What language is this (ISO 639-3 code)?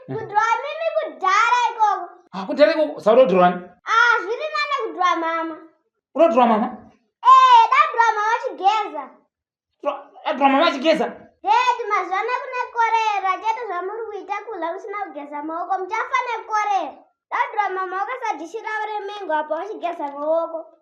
sna